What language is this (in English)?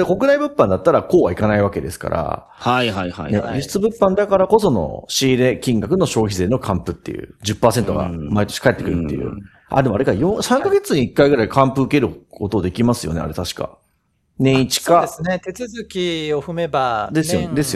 Japanese